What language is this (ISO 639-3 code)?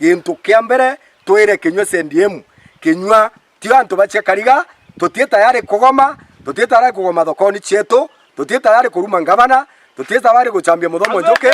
mer